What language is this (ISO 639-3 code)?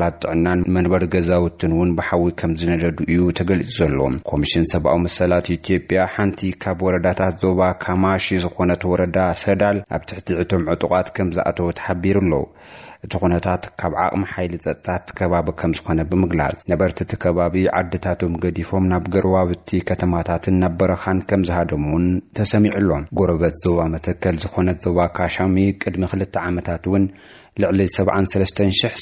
tir